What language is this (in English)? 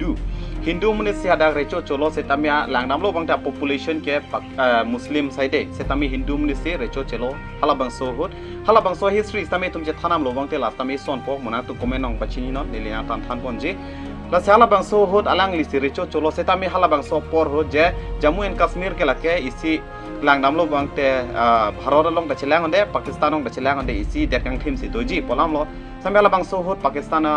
Karbi